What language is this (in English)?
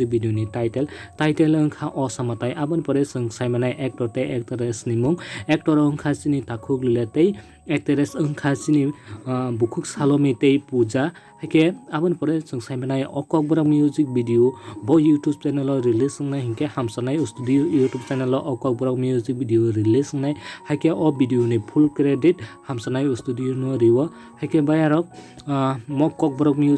Kok Borok